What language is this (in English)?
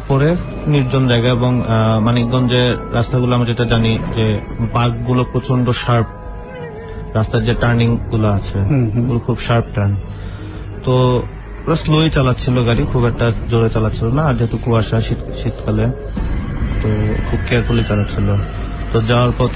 Bangla